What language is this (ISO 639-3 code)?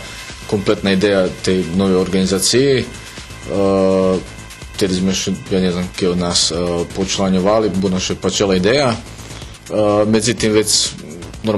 rue